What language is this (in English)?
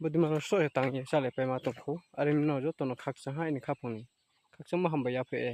Riang (India)